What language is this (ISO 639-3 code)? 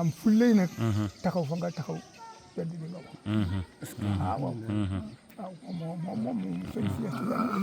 wol